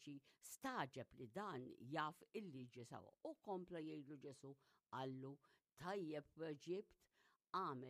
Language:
Maltese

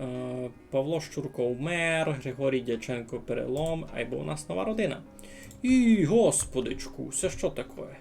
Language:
Rusyn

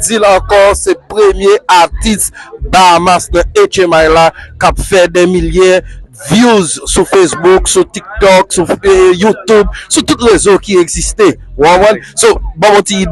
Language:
Haitian Creole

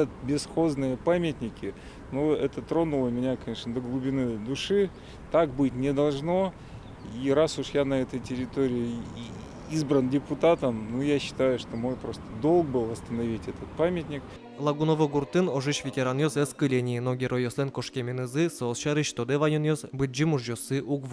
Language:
Udmurt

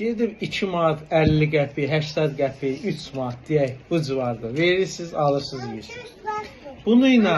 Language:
Azerbaijani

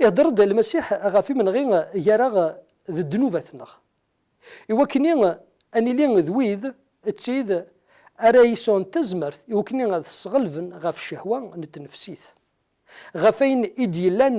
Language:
Kabyle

